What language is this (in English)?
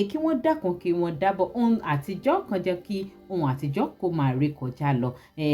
Yoruba